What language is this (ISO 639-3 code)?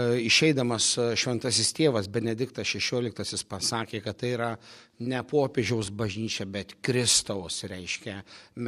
lit